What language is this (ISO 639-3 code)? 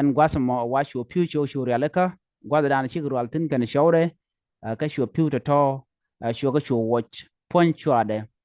nus